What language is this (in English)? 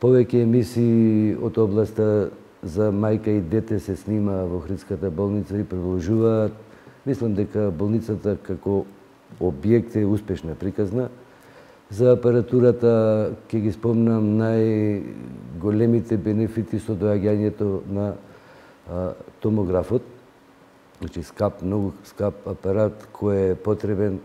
Macedonian